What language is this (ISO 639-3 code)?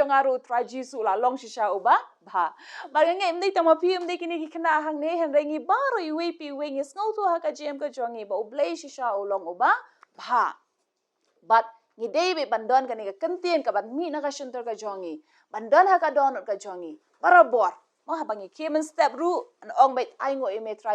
kha